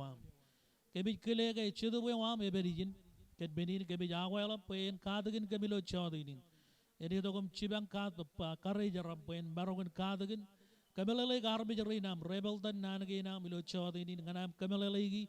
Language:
Marshallese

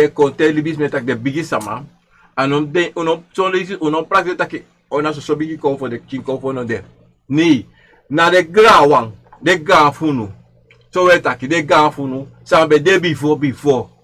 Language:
Sranan Tongo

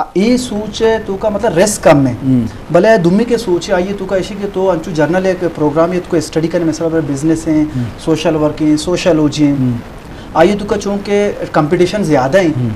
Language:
Eastern Balochi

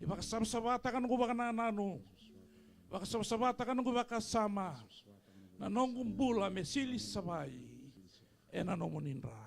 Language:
Fijian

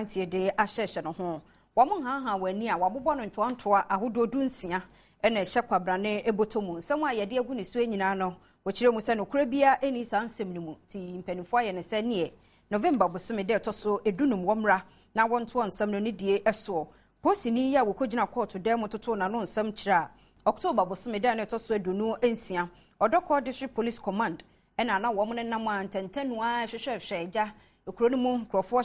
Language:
Akan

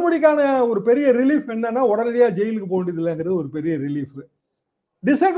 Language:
Tamil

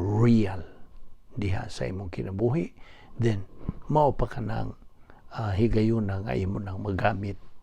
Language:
Cebuano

